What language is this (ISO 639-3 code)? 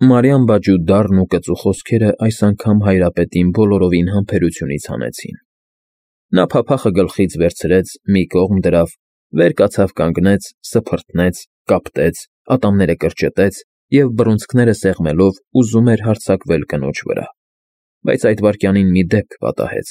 hye